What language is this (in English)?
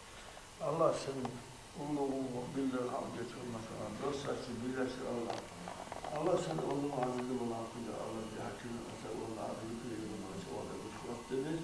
Kumyk